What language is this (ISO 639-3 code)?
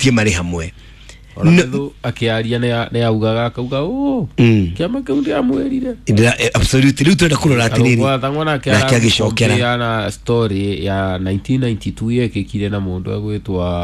kik